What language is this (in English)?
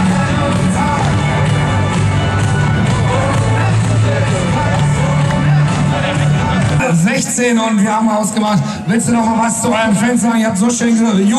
German